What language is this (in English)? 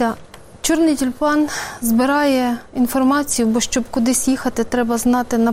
Ukrainian